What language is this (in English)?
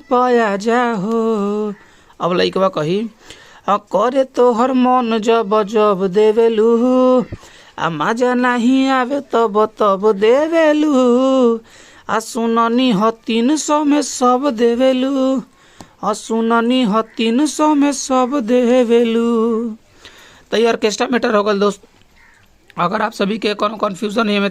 Bhojpuri